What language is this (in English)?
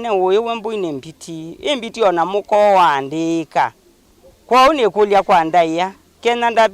Kamba